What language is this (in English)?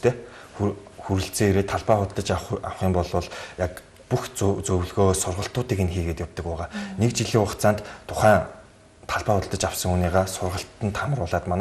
Mongolian